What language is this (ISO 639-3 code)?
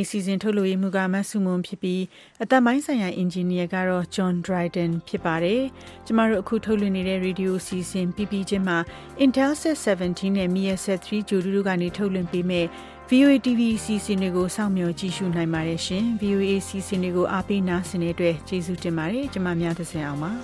mya